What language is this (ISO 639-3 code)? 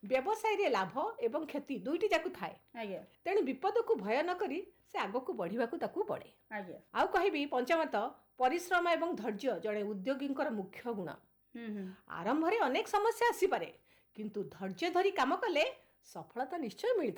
ori